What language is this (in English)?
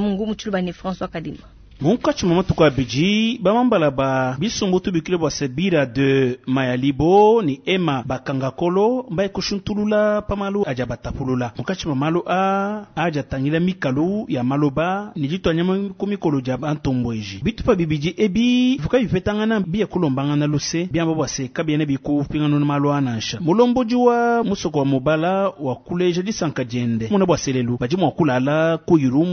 Luba-Lulua